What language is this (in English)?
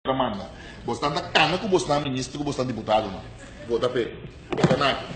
Papiamento